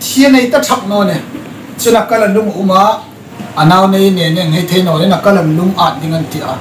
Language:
Hmar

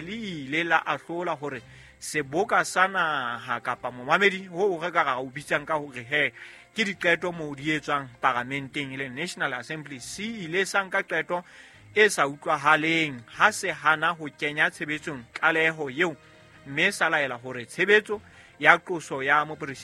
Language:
Southern Sotho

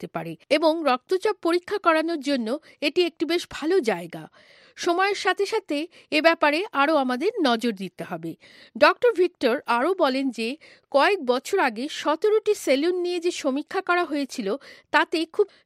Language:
Bangla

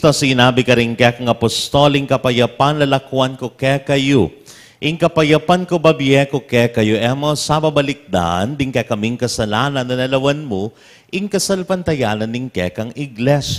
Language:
Pampanga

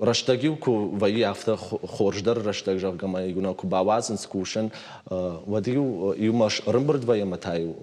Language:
Ossetic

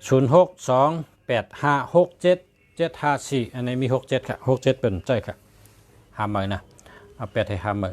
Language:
Shan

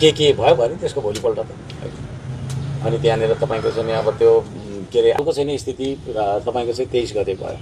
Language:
Nepali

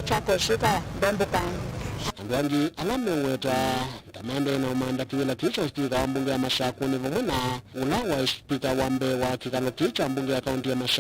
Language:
Kamba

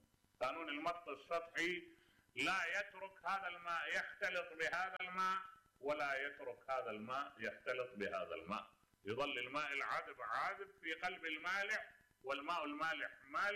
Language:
Mesopotamian Arabic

